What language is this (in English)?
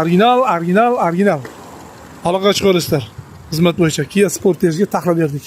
Uzbek